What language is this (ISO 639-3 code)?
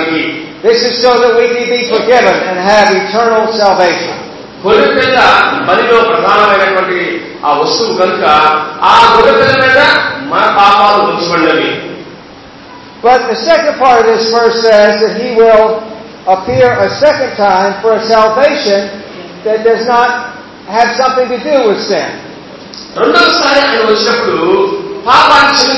tel